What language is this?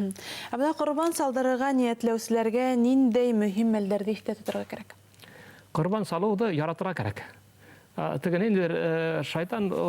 Bashkir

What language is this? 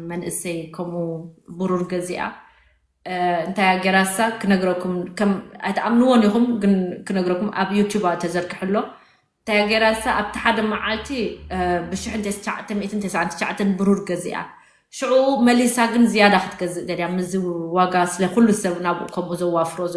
Tigrinya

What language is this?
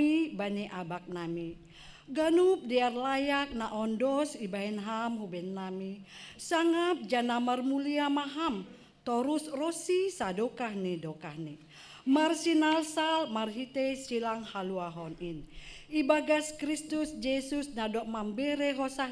Batak Simalungun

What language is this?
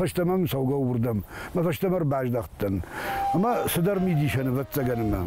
Ossetic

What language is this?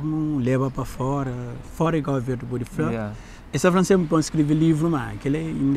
Kabuverdianu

